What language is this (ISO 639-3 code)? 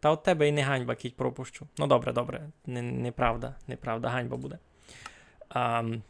rue